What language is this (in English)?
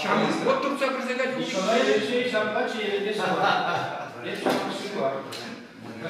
Chuvash